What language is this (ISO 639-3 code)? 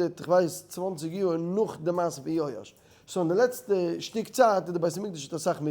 yid